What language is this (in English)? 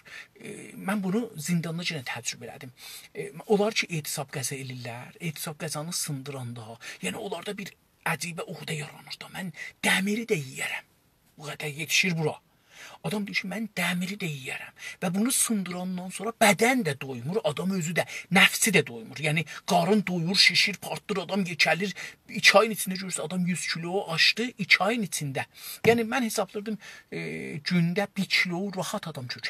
South Azerbaijani